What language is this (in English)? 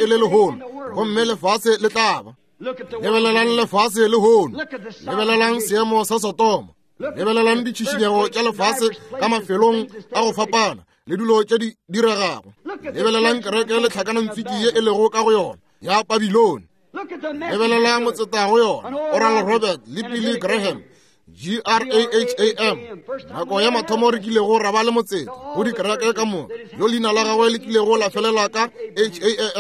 Northern Sotho